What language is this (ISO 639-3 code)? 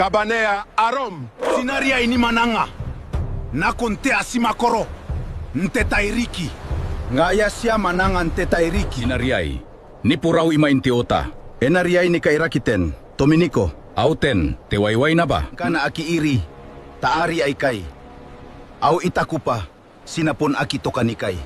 gil